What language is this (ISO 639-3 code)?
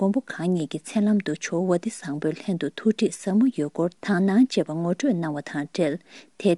bod